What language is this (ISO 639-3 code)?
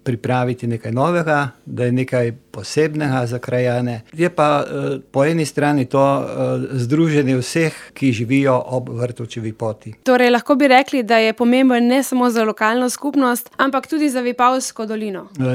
slv